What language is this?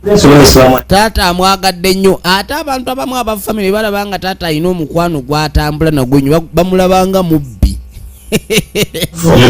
Ganda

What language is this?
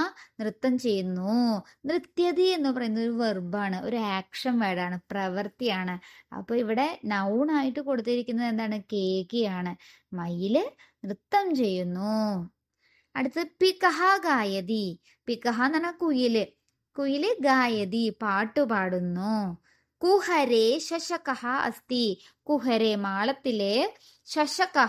Malayalam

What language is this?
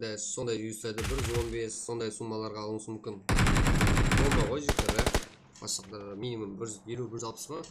Kara-Kalpak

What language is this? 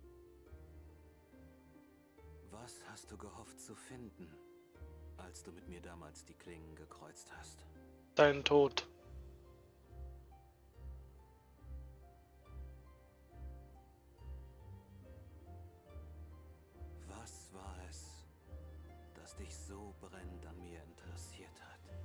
German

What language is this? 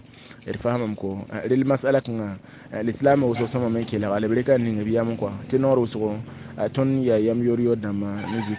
Mossi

